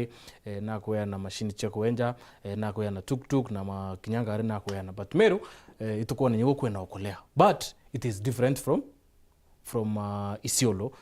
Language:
Meru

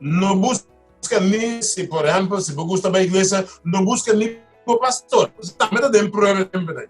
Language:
Papiamento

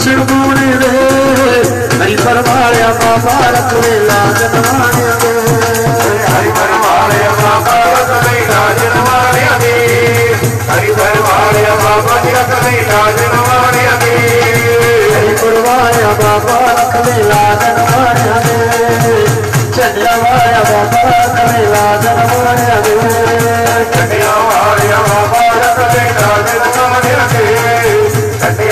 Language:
Punjabi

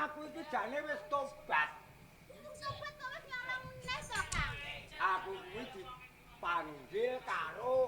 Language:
Javanese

